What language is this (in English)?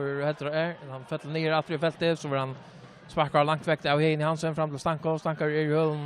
Faroese